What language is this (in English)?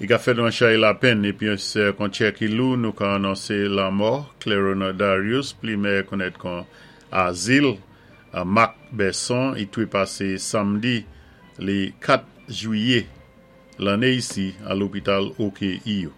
Saint Lucian Creole French